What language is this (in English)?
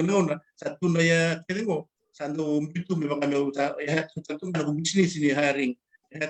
Fijian